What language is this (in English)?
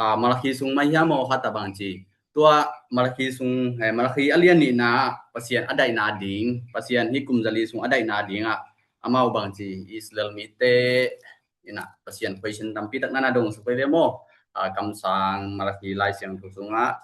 Tedim Chin